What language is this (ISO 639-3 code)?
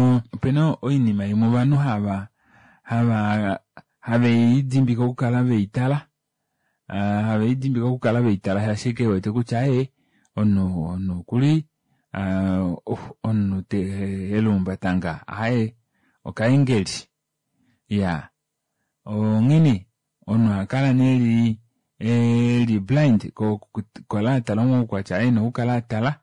kua